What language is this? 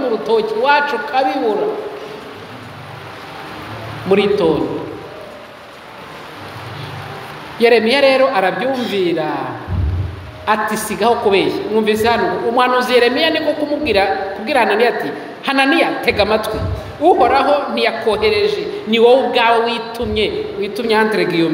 Kinyarwanda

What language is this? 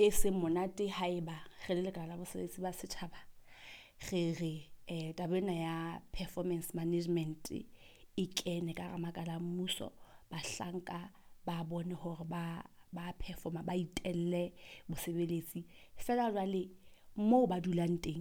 Southern Sotho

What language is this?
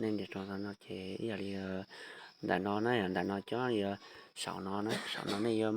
Hmong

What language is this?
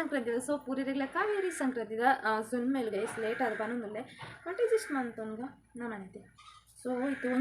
Tulu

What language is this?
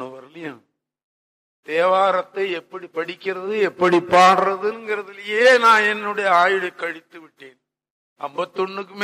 Tamil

